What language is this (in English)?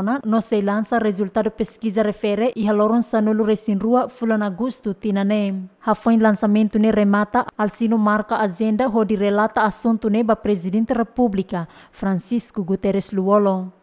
Tetum